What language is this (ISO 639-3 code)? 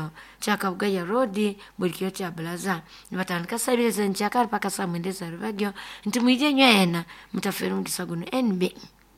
nyo